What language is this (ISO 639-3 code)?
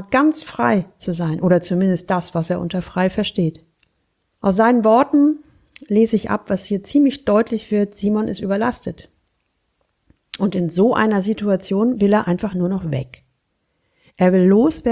deu